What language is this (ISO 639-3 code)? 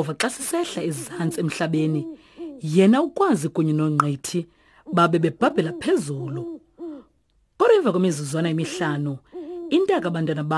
xho